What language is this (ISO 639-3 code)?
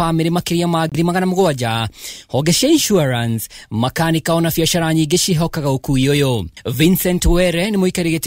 kik